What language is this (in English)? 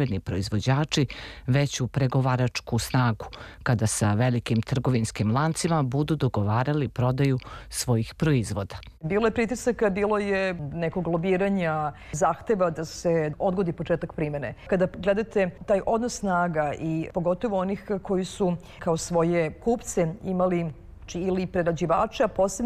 Serbian